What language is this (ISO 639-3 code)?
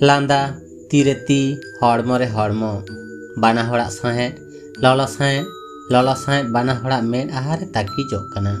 sat